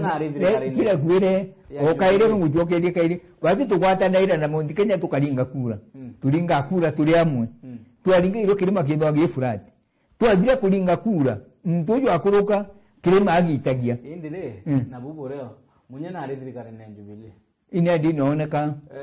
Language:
Meru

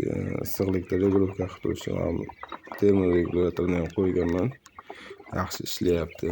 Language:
Uzbek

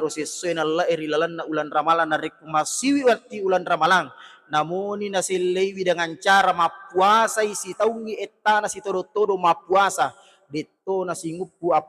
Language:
Buginese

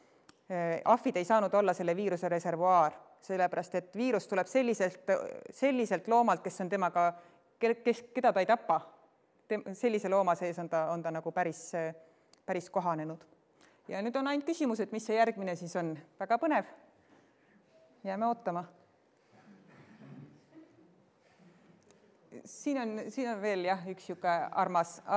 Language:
Estonian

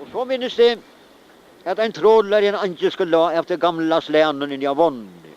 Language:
Faroese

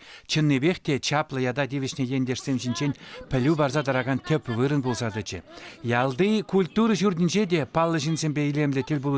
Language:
Chuvash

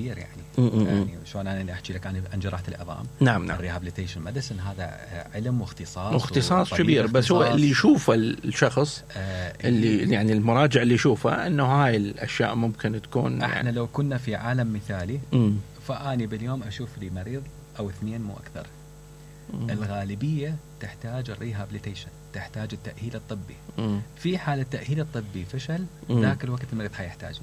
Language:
Mesopotamian Arabic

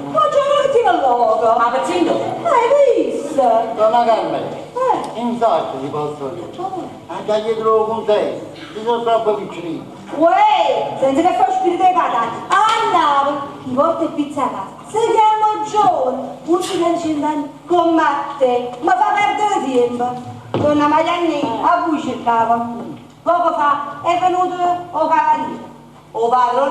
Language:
Neapolitan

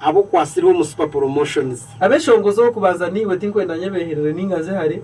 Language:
Nyankole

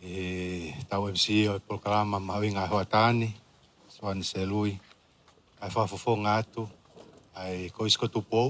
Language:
Tongan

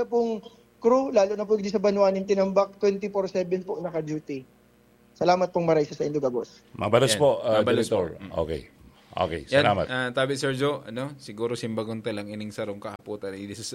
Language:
Bikol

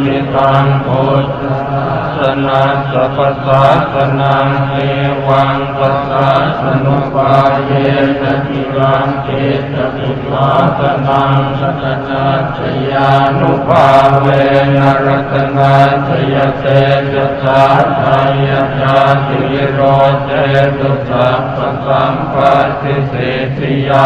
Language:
Pali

